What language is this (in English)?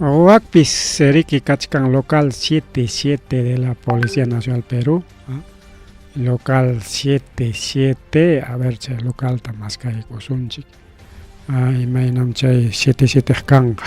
Ayacucho Quechua